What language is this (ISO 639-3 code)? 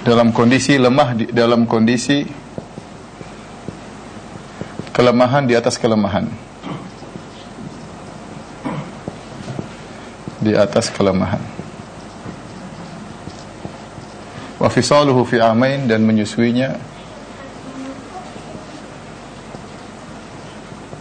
ind